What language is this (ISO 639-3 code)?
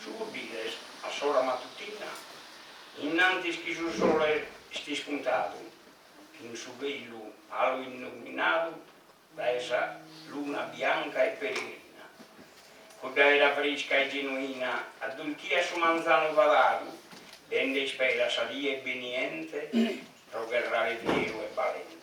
srd